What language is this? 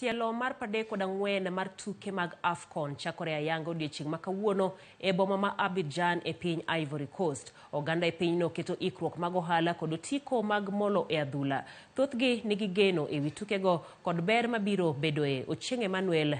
Luo (Kenya and Tanzania)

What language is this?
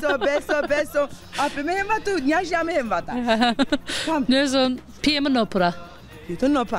Zaza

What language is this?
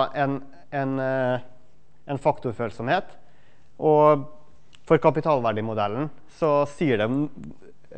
Norwegian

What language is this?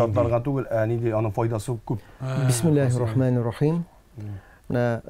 Tatar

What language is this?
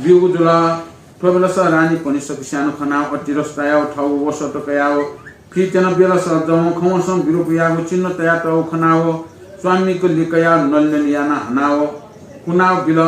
Newari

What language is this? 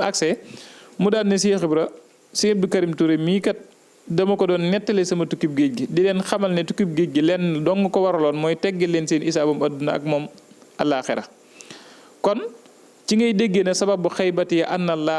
Wolof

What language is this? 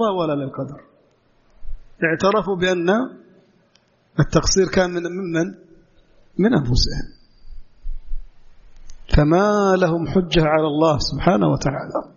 Arabic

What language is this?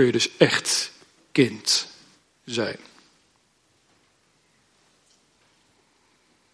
Dutch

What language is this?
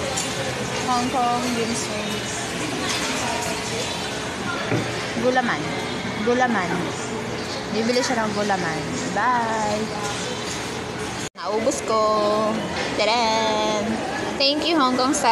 Filipino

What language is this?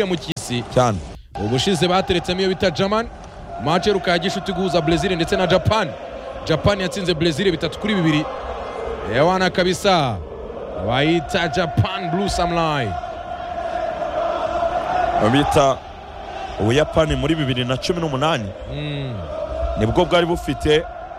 Kinyarwanda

